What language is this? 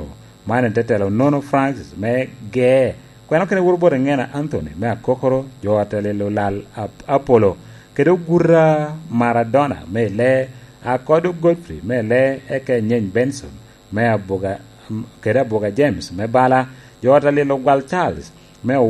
Lango (Uganda)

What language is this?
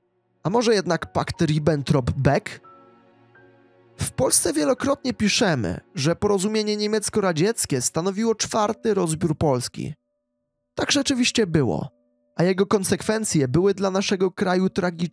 Polish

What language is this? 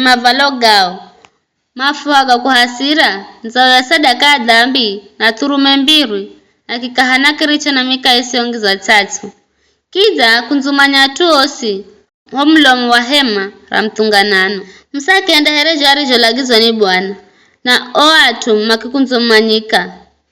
Giryama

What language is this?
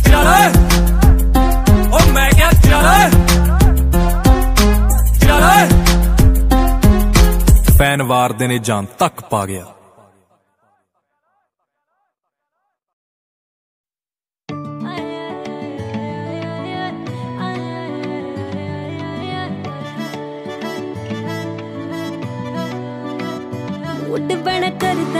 Punjabi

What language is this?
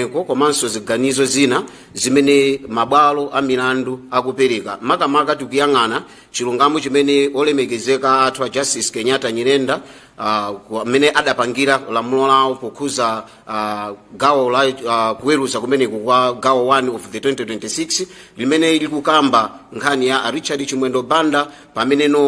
Nyanja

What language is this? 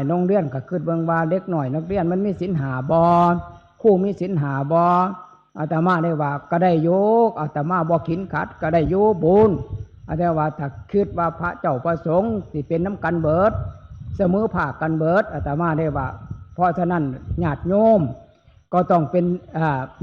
Northeastern Thai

